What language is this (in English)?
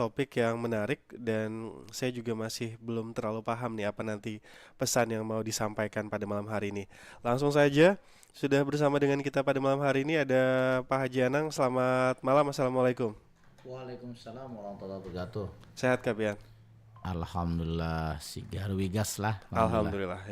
Banjar